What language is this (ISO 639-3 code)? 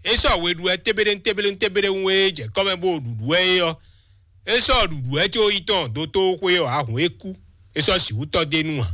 fon